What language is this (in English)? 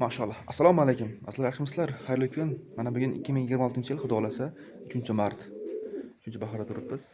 Uzbek